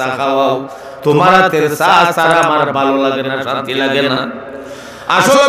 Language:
Sylheti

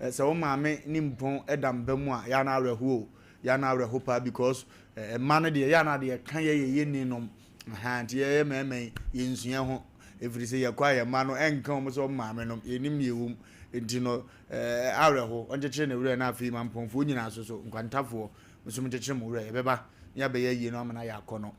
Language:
Akan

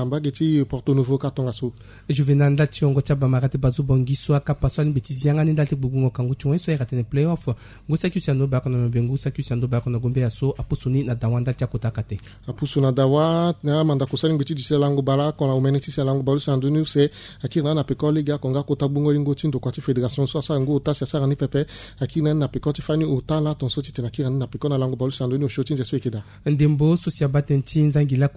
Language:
Sango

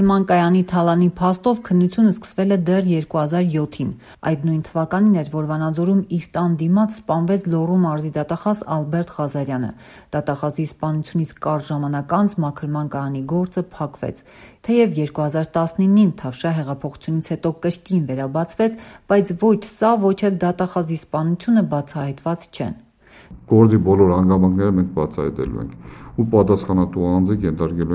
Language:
Armenian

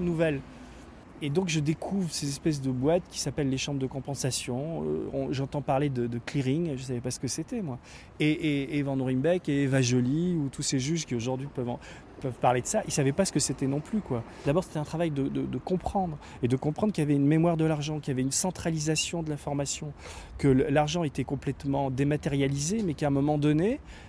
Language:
French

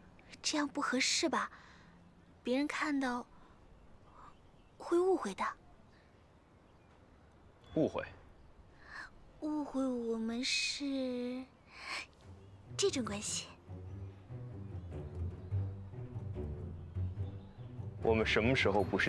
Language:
Chinese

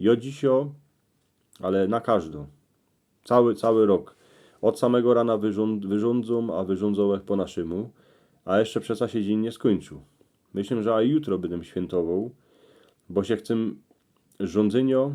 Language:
Silesian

